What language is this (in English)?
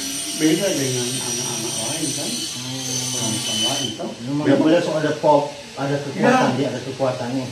Manado Malay